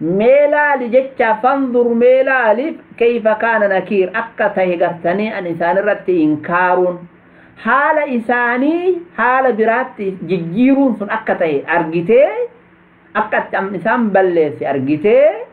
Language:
Oromo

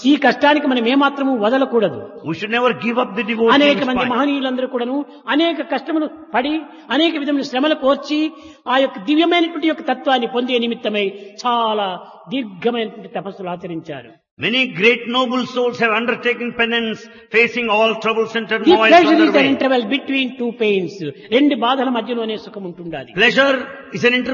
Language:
Telugu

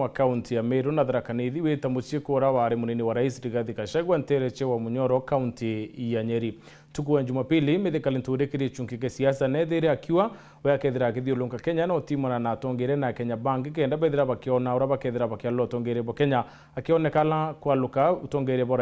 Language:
Meru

